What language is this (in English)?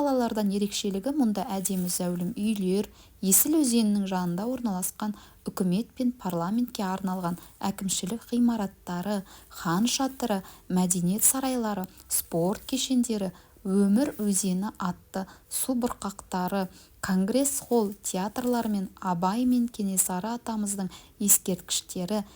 Kazakh